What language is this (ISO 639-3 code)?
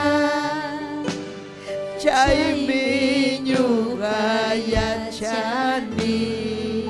quy